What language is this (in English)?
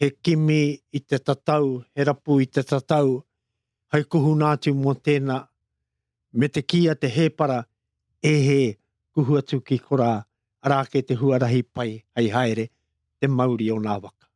Māori